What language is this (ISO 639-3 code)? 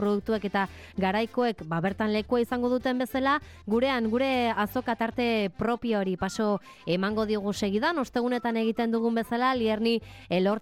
eus